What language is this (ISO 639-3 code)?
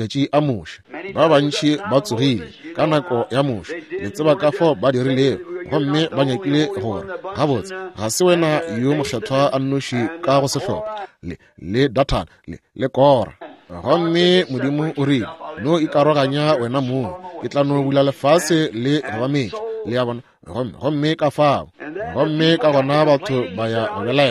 nso